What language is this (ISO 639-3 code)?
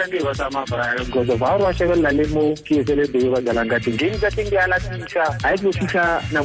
tsn